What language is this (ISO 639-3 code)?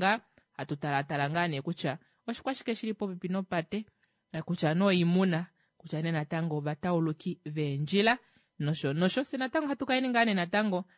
kua